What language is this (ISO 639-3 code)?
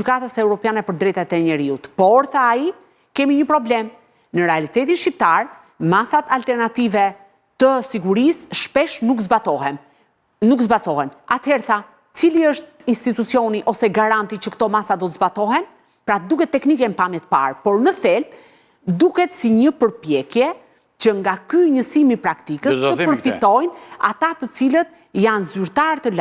sqi